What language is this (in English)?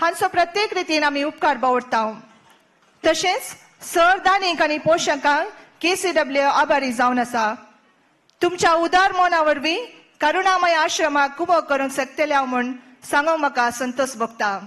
Konkani